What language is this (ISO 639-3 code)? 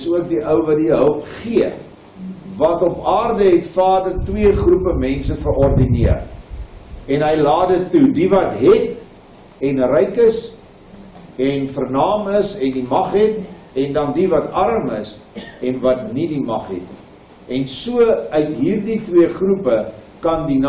afr